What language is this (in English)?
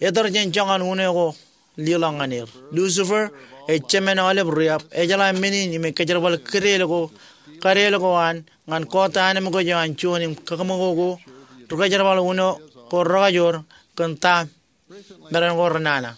Marshallese